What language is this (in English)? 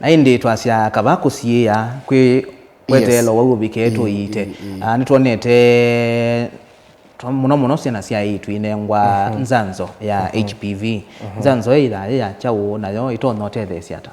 Kamba